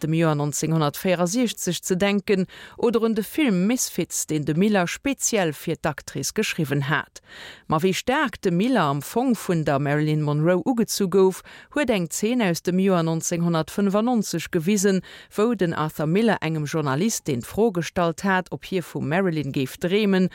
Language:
Luxembourgish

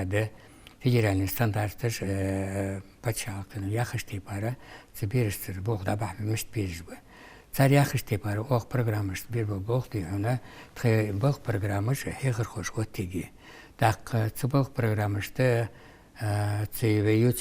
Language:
Ingush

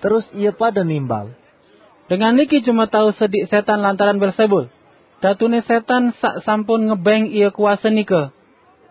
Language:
Sasak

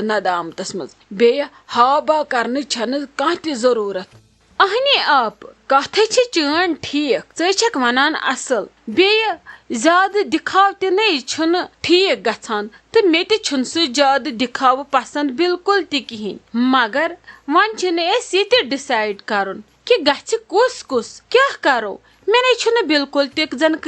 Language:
Kashmiri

